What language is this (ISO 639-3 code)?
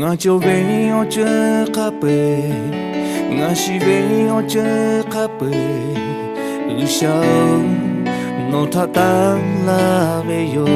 lhu